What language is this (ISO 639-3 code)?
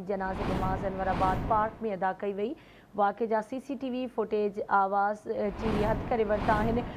snd